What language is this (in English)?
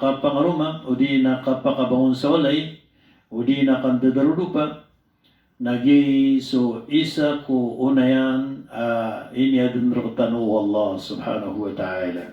Maranao